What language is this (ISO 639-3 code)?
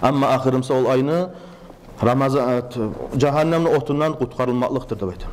kum